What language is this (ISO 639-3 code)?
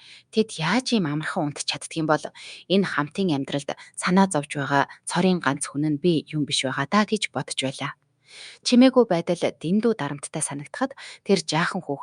mon